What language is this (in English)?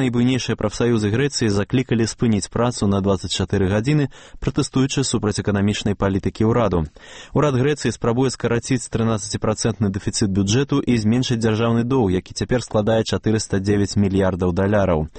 Belarusian